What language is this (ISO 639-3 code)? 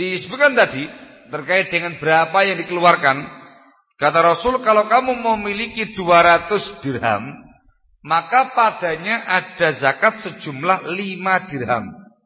ind